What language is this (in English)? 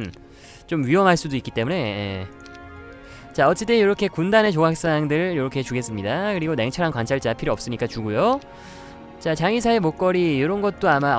Korean